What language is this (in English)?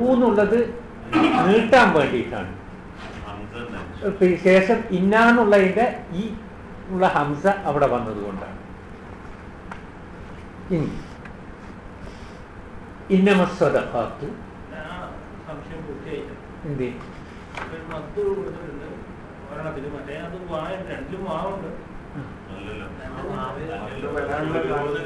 Malayalam